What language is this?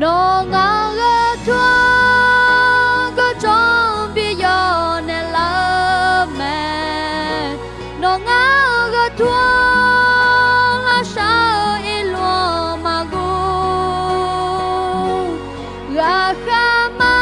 Akha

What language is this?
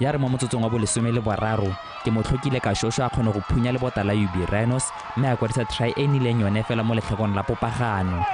Tswana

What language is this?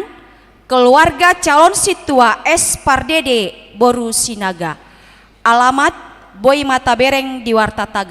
Batak Toba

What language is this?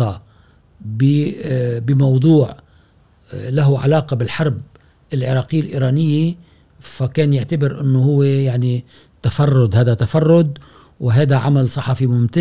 Gulf Arabic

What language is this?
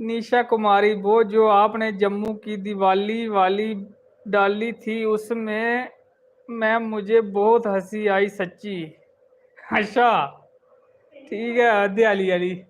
Dogri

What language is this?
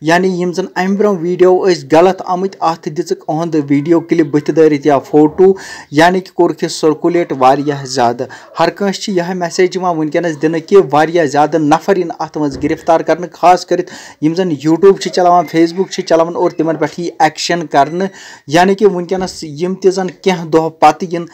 Kashmiri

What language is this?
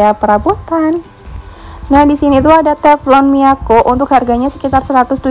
Indonesian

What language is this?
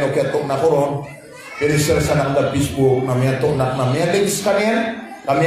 Maranao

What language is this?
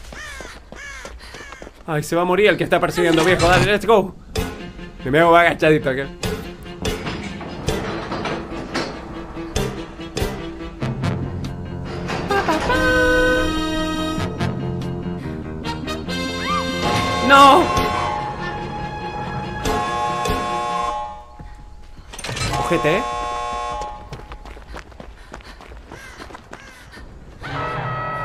Spanish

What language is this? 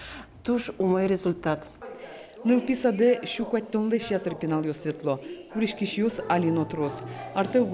Udmurt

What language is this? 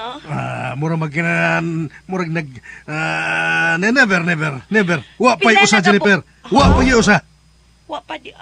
Cebuano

